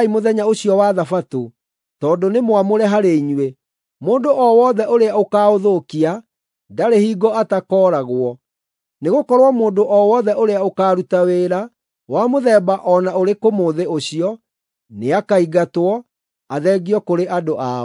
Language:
Kikuyu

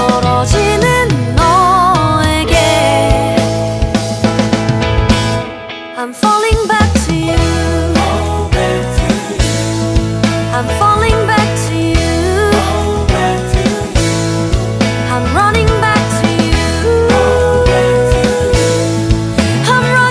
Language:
Korean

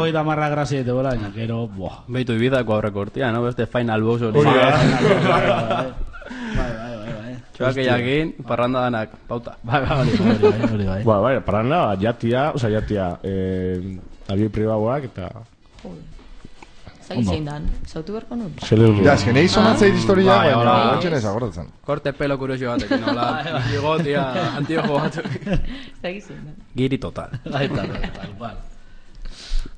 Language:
Basque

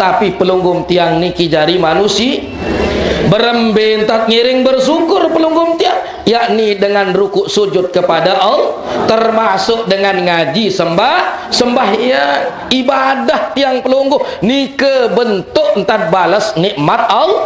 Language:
Sasak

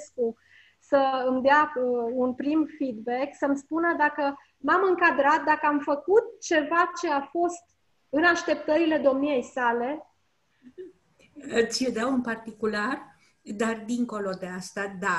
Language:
Romanian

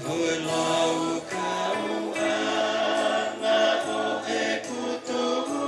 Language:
Tongan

